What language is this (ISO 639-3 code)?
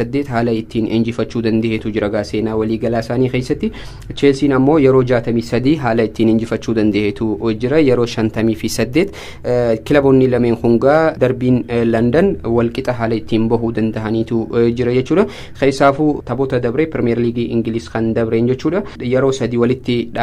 orm